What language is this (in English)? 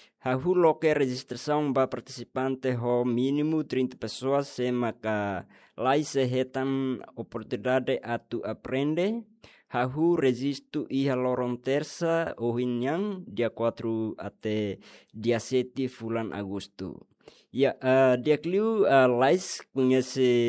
Tetum